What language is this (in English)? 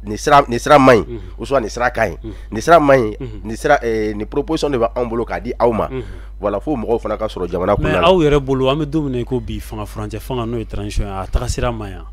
Bambara